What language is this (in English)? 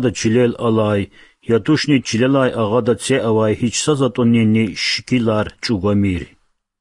Lezghian